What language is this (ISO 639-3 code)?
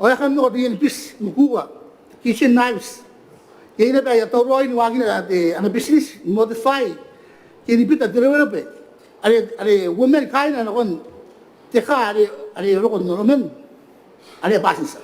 gil